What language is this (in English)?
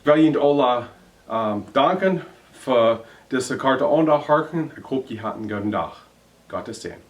Plautdietsch